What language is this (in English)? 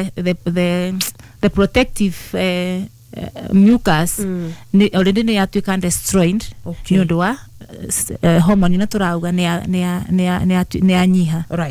Kikuyu